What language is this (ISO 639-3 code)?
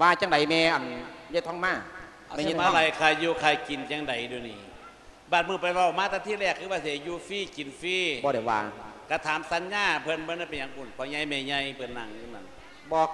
lao